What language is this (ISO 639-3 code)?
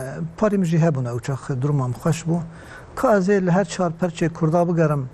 kur